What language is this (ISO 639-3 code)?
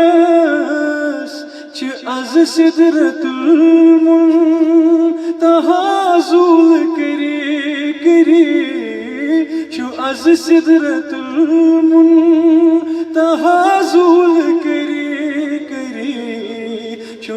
kas